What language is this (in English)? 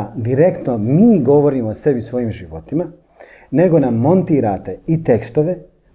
Bosnian